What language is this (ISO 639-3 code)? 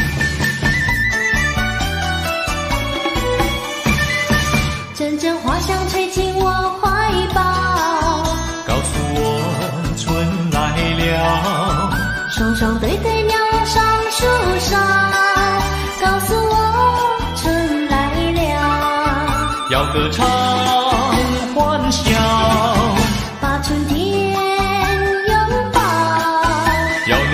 zho